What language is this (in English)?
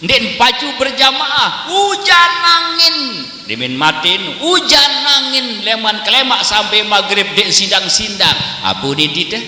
Sasak